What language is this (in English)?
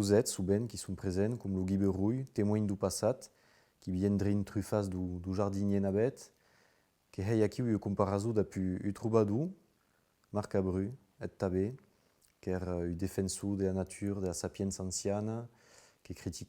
Occitan